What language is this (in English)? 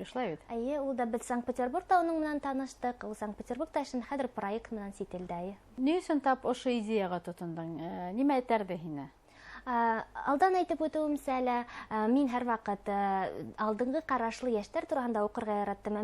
Bashkir